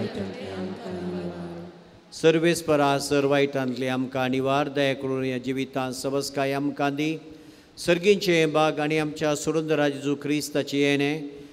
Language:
Konkani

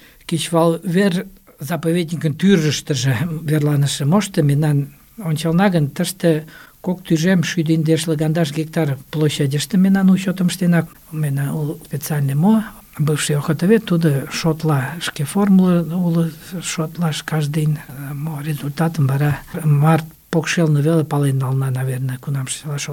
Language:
Mari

